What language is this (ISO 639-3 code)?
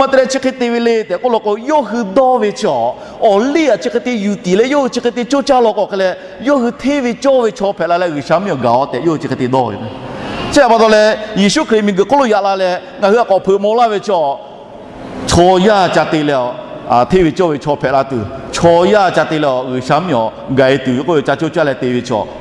lhu